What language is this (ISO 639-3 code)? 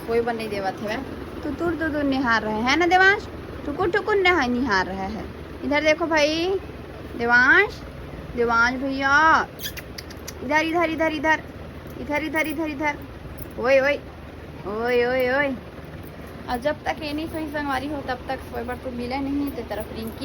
hne